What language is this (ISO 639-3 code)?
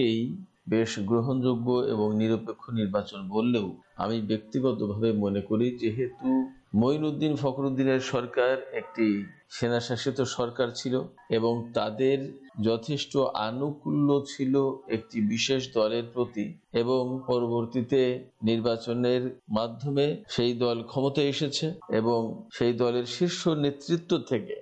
ben